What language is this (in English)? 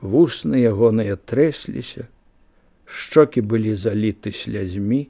Belarusian